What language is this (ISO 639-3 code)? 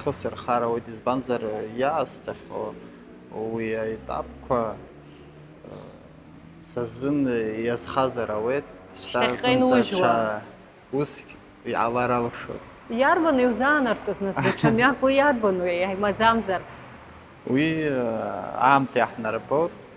abk